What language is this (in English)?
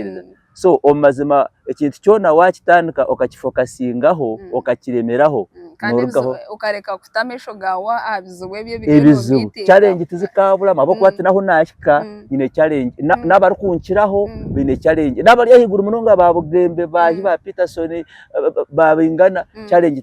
Nyankole